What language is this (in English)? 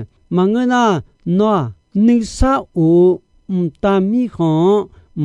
Akha